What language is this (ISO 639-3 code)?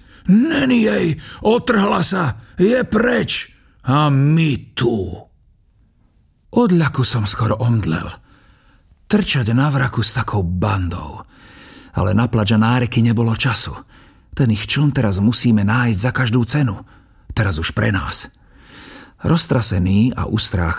slk